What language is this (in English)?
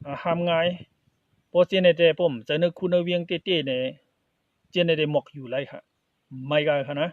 Shan